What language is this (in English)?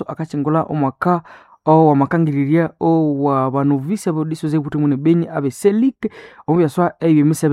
Nande